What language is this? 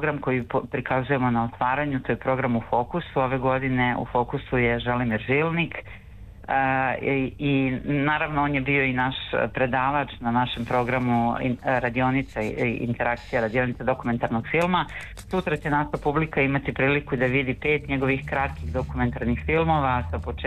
Serbian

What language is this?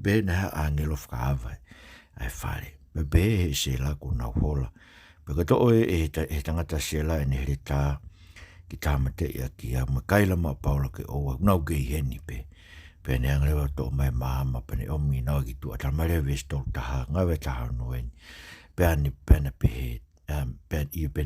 Tongan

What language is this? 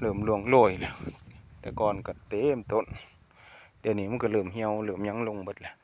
Northeastern Thai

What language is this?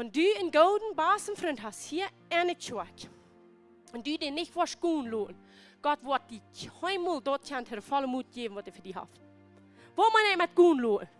Plautdietsch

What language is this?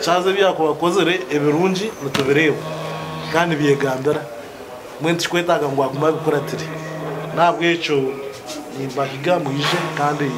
Nyankole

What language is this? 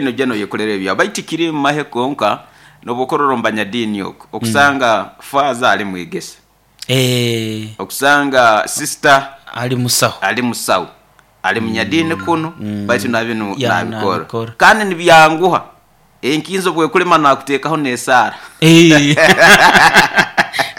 Nyoro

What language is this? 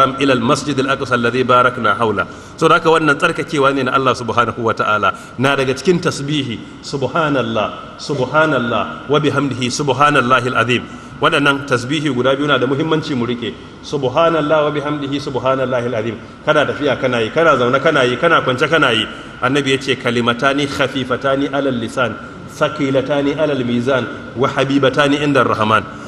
Hausa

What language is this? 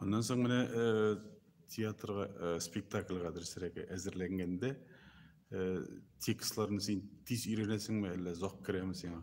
Tatar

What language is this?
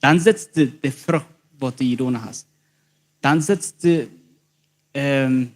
Plautdietsch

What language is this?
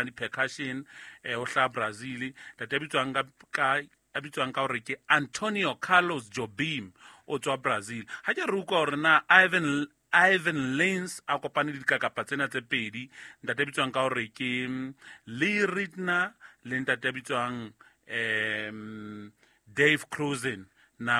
Southern Sotho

